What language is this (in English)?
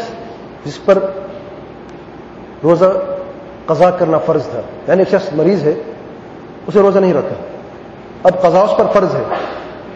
Urdu